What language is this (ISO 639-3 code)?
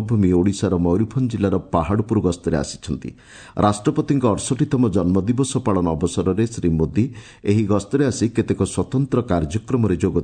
ori